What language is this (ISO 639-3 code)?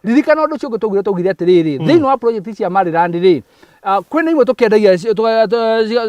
kik